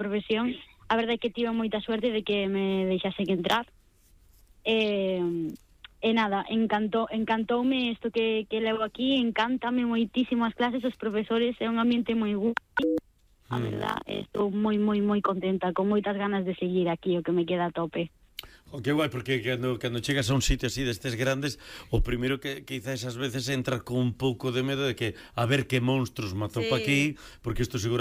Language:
Galician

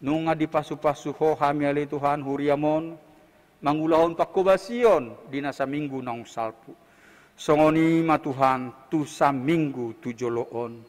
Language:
Batak Toba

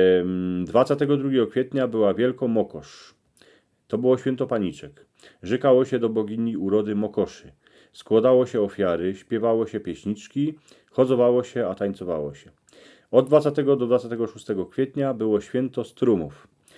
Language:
Silesian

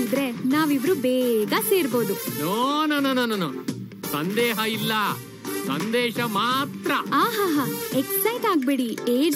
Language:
Kannada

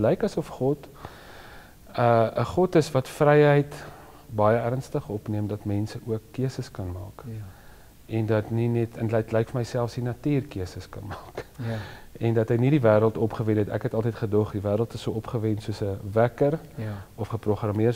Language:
Afrikaans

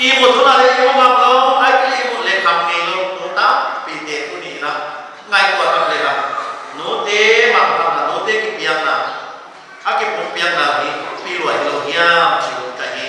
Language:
Paite Chin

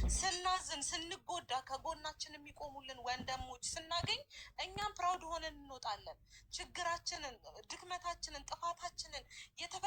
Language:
Amharic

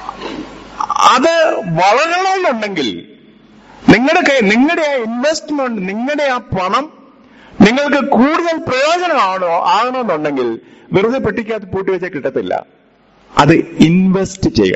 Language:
Malayalam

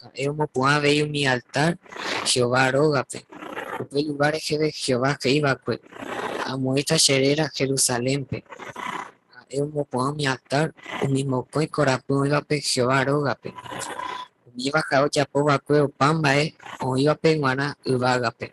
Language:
Guarani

